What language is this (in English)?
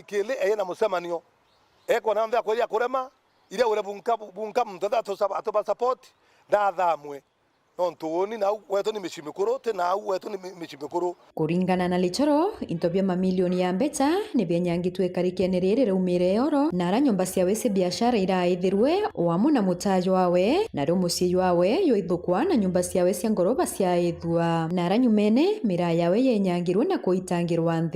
Meru